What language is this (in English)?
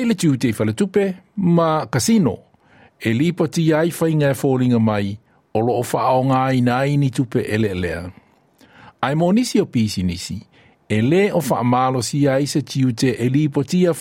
Samoan